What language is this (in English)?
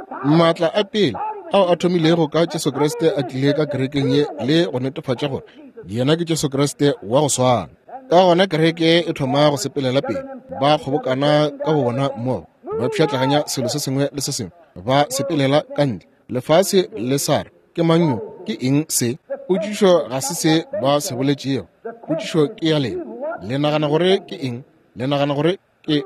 Northern Sotho